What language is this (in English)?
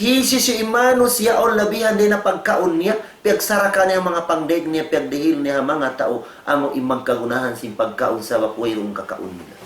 Tausug